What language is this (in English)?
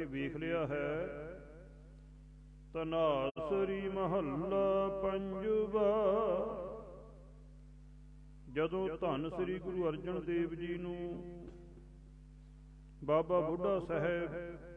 Punjabi